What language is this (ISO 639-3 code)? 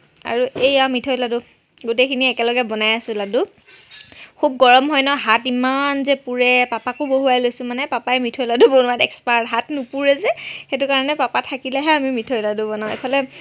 asm